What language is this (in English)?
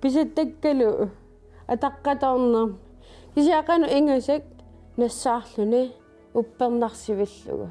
Kalaallisut